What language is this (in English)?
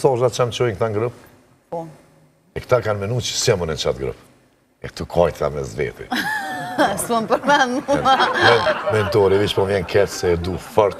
Albanian